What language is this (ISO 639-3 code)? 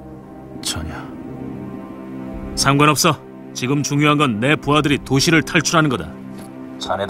kor